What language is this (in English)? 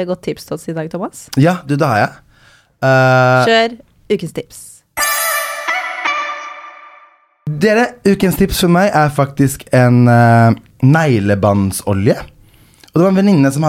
Norwegian